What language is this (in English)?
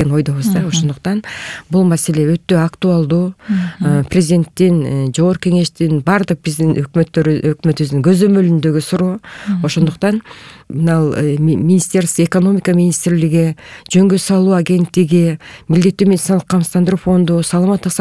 Kyrgyz